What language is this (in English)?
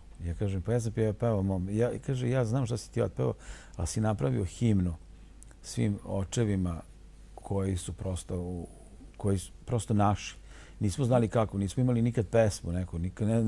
Serbian